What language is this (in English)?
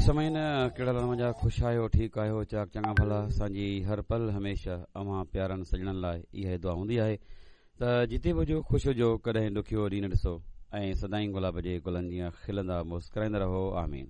Sindhi